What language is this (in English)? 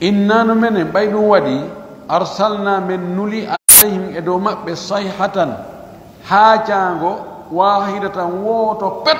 Pular